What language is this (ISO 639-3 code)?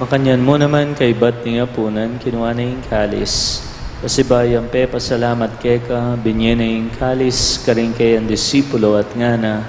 pam